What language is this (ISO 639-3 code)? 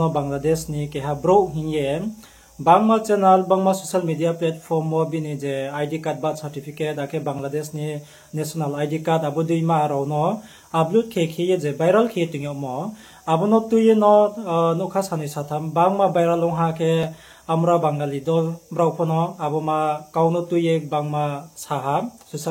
ria